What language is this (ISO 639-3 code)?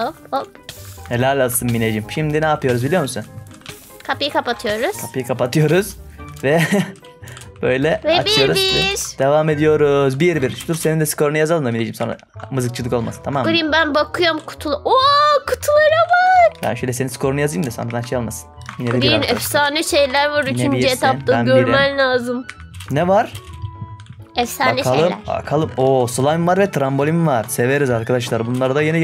tur